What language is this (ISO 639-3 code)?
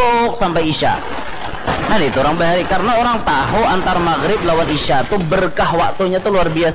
bjn